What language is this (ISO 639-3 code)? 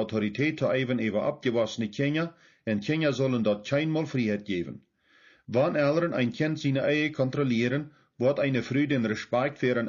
pdt